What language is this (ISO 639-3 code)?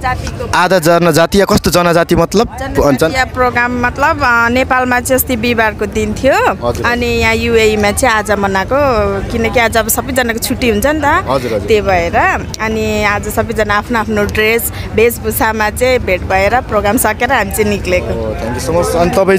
nep